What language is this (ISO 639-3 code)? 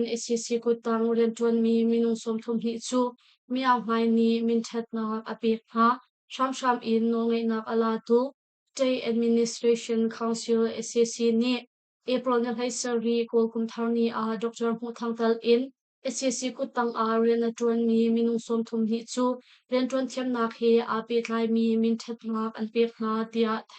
cnh